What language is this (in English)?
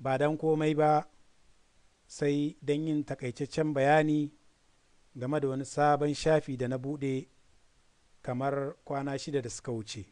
Hausa